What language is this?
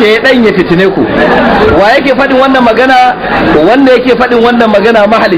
Hausa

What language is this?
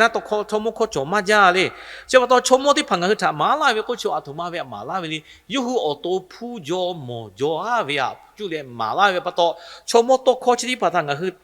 Lahu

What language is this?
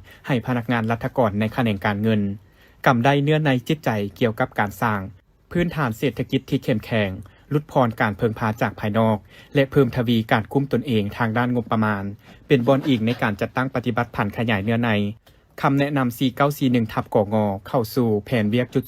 Lao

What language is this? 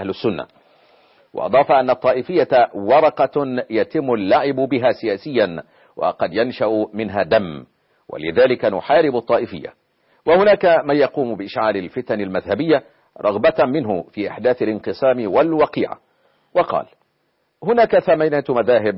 Arabic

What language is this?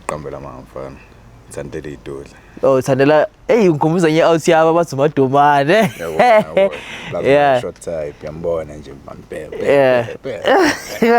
Zulu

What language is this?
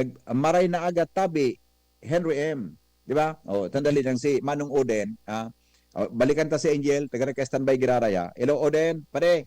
Bikol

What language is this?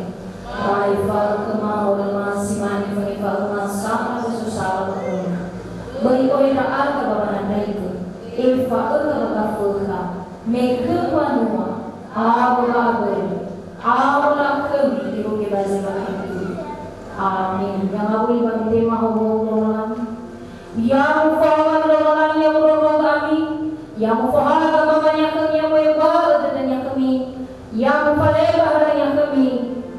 Nias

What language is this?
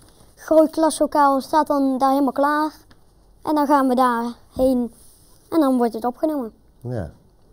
Dutch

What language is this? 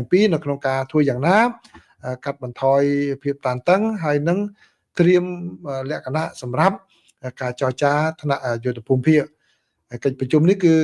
Khmer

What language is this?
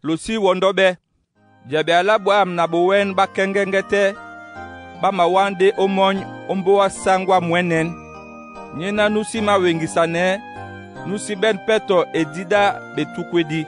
Duala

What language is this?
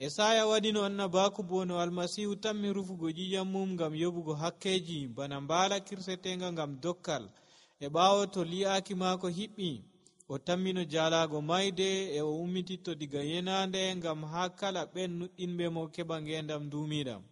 Nigerian Fulfulde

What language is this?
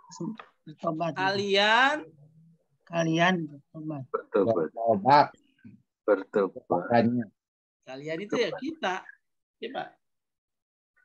Indonesian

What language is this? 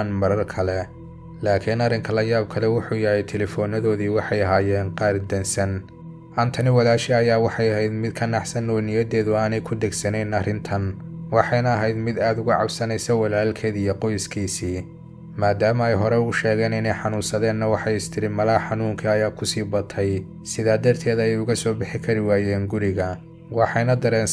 Somali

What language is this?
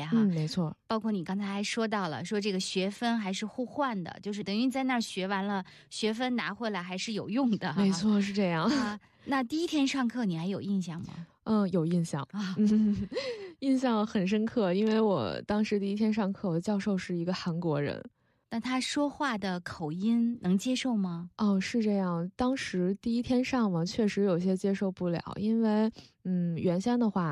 Chinese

